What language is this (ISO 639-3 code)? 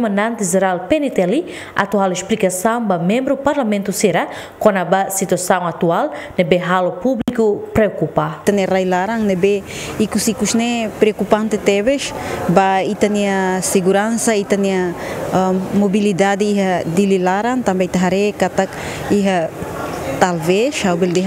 tet